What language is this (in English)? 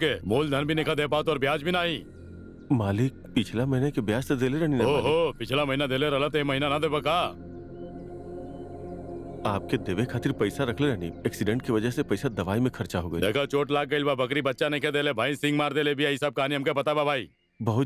Bhojpuri